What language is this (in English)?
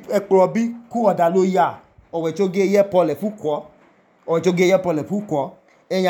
Idoma